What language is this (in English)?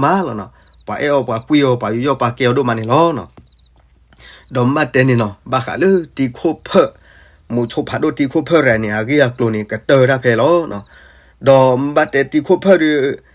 S'gaw Karen